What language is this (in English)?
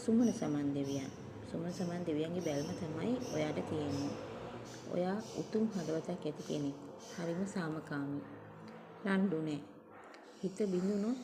Sinhala